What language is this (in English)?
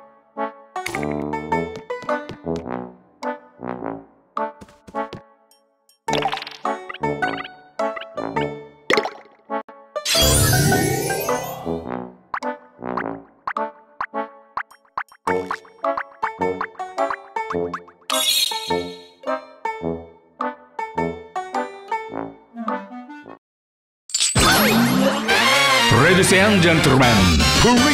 Japanese